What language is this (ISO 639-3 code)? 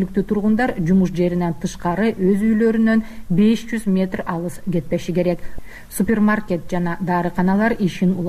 kir